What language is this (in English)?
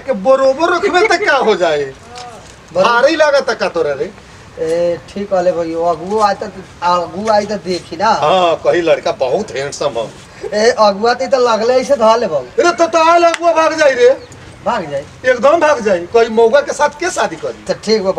Bhojpuri